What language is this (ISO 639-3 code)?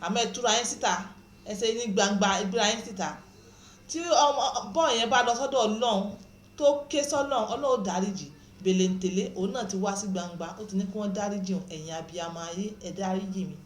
yor